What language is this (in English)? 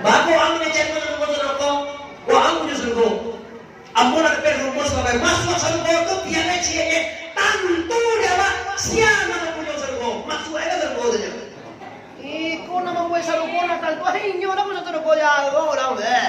Minangkabau